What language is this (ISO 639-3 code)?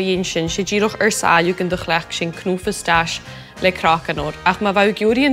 gla